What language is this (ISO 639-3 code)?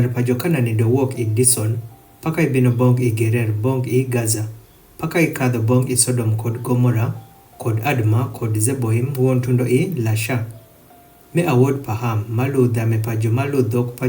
adh